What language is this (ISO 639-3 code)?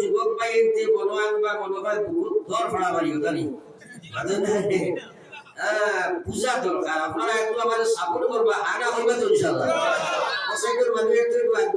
syl